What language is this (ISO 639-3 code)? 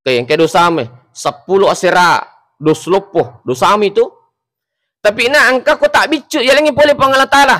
bug